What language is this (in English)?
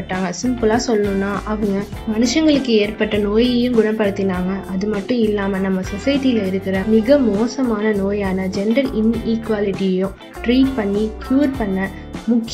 Tamil